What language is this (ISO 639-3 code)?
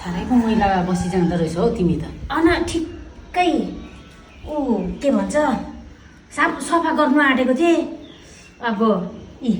nep